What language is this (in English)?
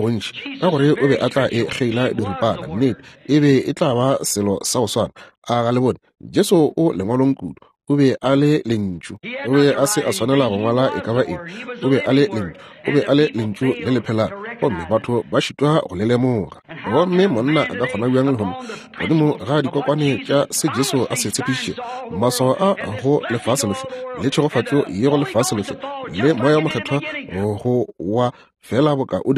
Northern Sotho